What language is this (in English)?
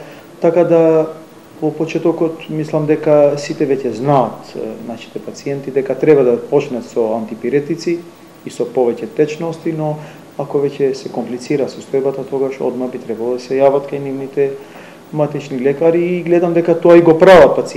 Macedonian